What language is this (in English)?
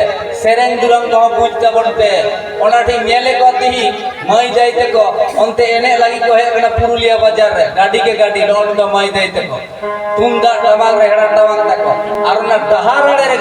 Santali